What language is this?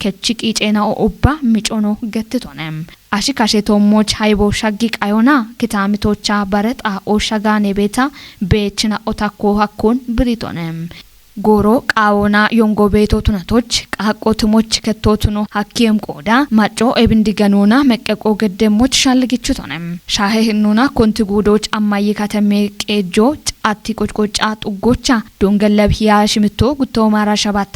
Kafa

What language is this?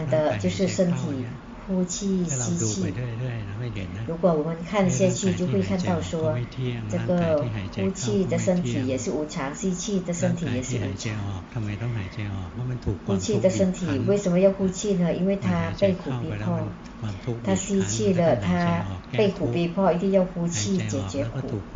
Chinese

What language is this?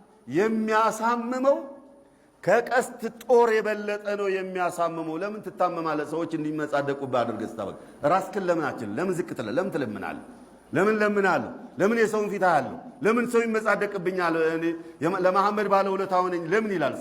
Amharic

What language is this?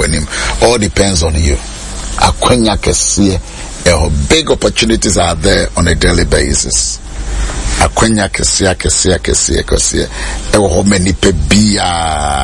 Akan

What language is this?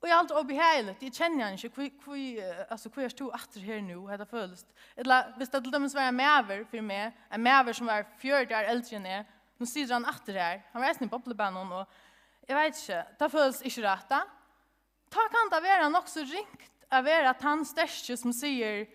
Faroese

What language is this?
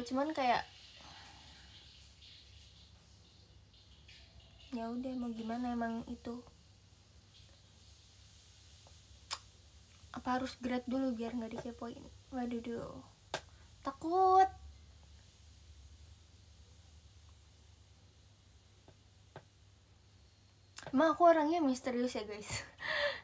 Indonesian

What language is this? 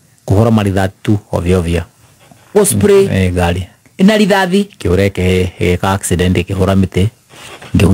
Kikuyu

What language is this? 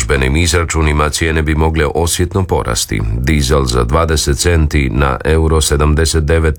Croatian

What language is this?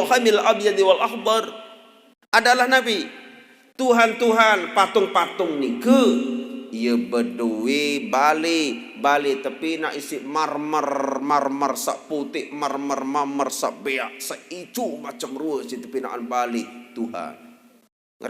Sasak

